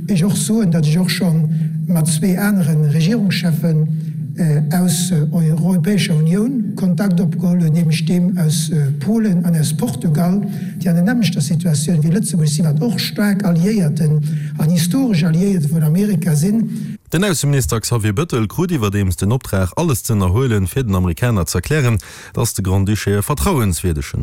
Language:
Luxembourgish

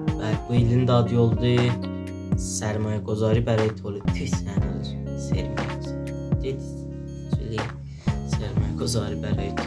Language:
South Azerbaijani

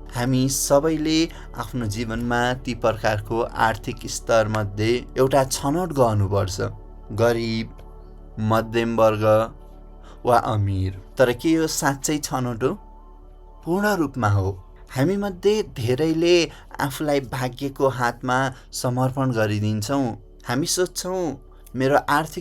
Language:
Nepali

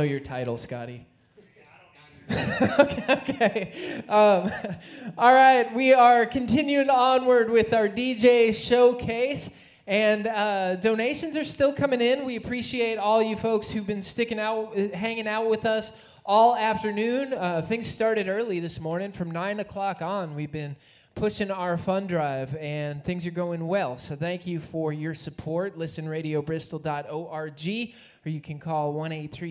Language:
English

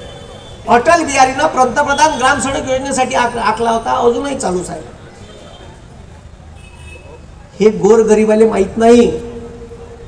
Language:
Marathi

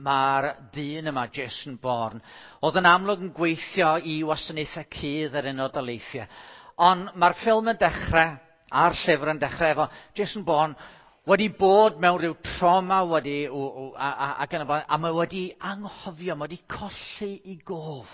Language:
Welsh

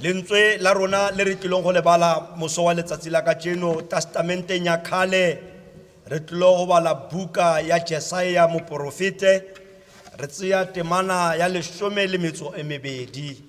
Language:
Tswana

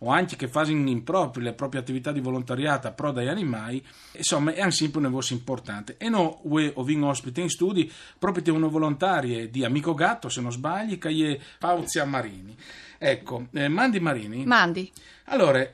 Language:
Friulian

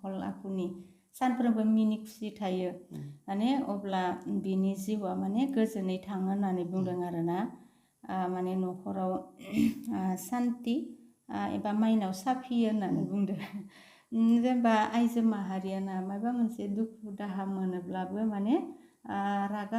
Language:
Bodo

